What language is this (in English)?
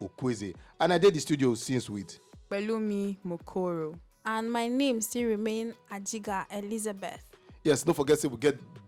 Nigerian Pidgin